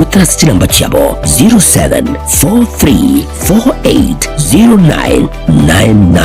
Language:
Gusii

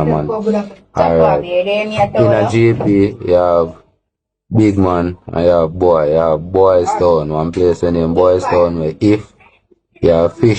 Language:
Jamaican Creole English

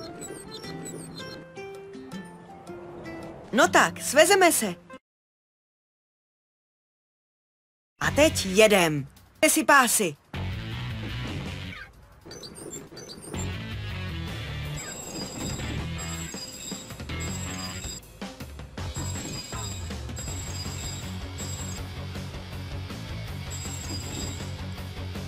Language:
Czech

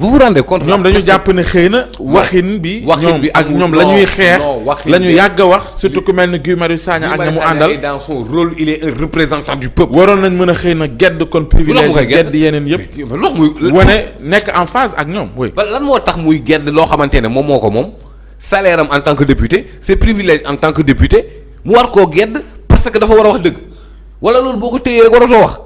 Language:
Wolof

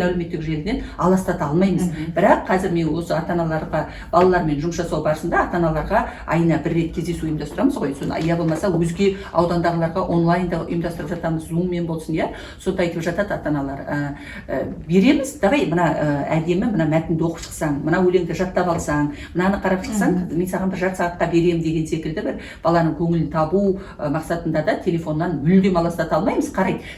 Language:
Kazakh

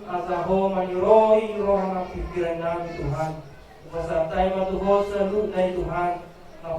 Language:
Batak Toba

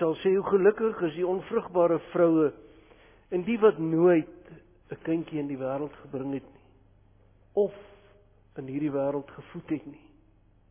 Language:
Afrikaans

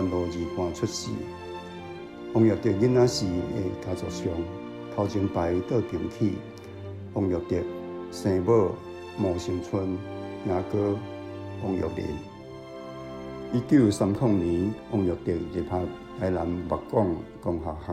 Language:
Min Nan Chinese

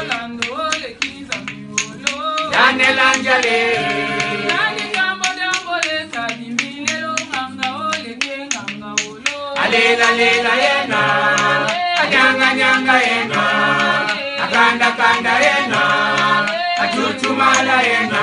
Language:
Tetela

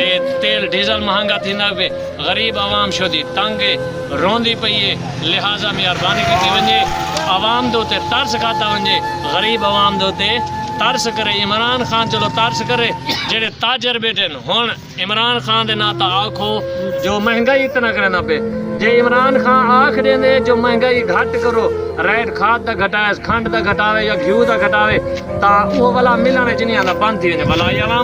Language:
Saraiki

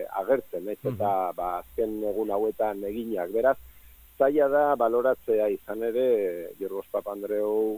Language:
Basque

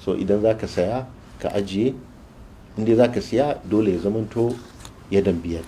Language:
Hausa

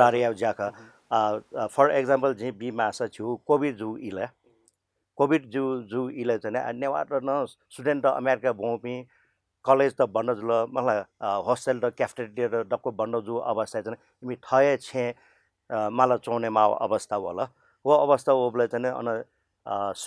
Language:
Newari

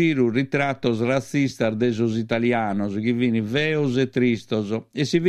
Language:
Sardinian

